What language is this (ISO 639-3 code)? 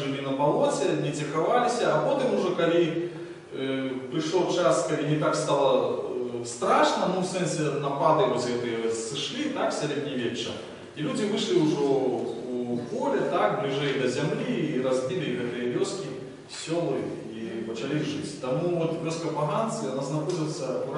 bel